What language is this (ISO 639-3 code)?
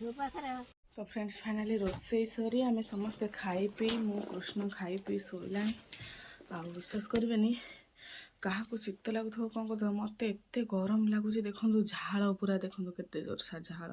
ori